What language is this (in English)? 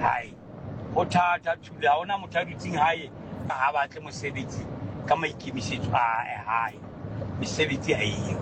Southern Sotho